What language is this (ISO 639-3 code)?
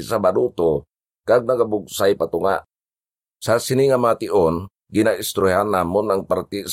hil